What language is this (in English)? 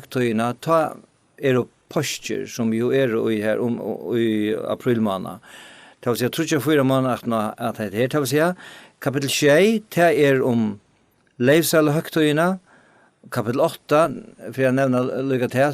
Faroese